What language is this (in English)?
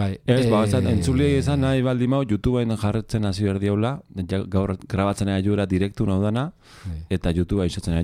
Basque